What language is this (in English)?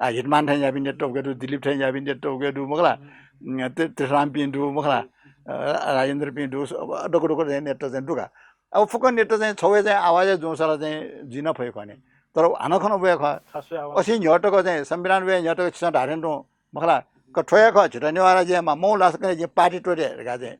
Newari